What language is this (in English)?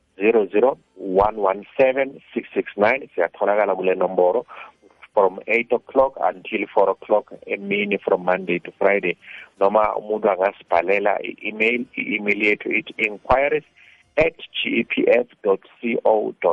South Ndebele